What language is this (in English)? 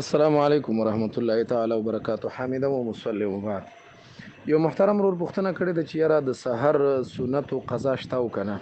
Pashto